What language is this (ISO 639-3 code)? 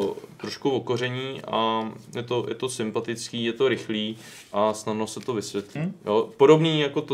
ces